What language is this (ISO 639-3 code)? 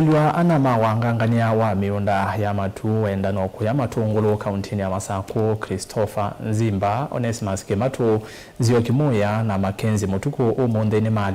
kam